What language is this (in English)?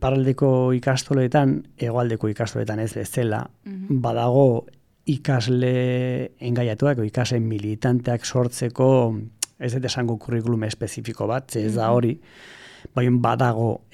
Basque